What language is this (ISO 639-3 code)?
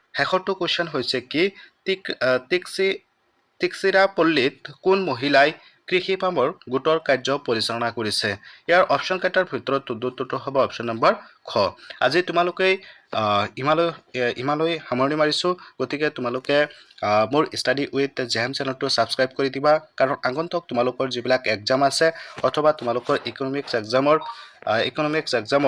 asm